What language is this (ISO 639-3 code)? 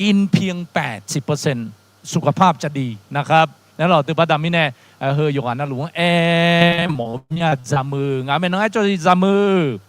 ahk